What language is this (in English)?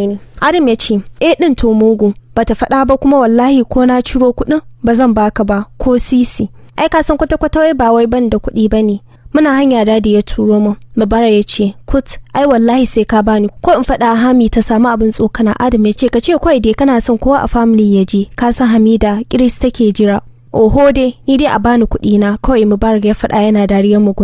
Hausa